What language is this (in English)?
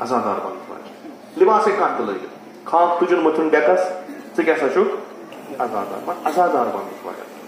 Kashmiri